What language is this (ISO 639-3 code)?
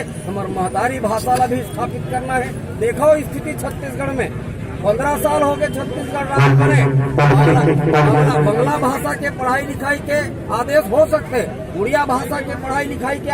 hne